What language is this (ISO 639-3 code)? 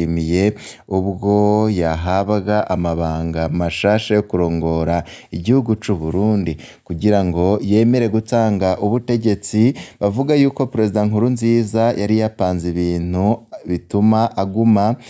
run